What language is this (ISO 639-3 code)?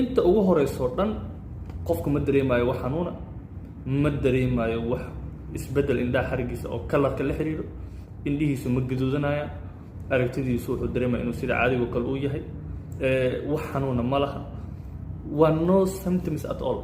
som